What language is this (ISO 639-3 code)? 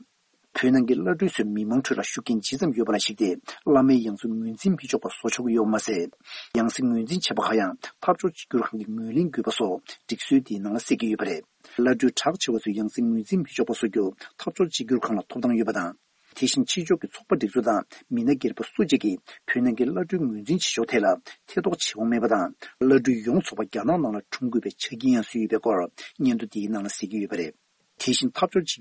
bod